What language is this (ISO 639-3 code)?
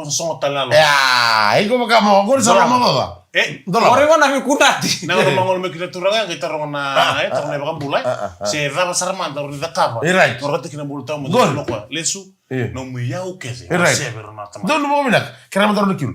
fij